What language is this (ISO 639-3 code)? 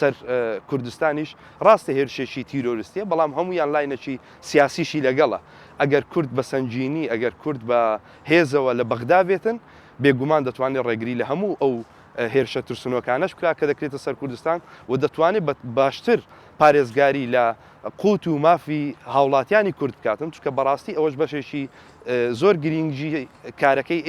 ckb